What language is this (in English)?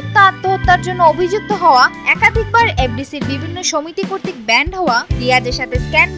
Bangla